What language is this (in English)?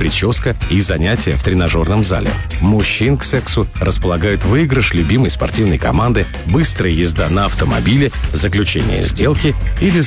Russian